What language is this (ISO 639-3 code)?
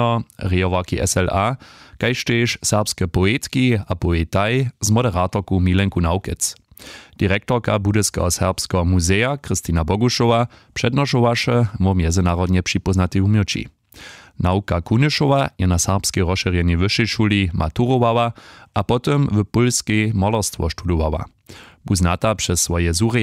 hsb